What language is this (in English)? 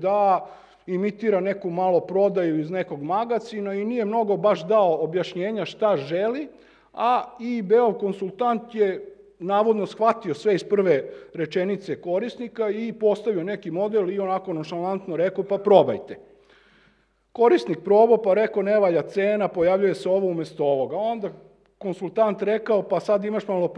Serbian